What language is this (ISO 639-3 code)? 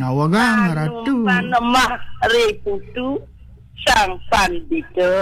ban